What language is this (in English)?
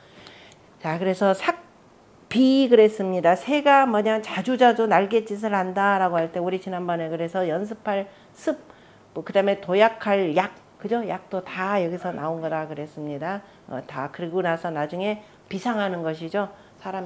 Korean